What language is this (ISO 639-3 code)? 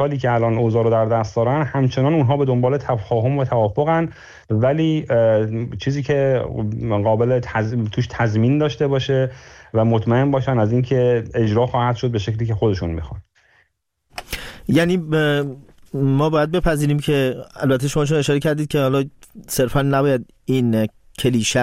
fas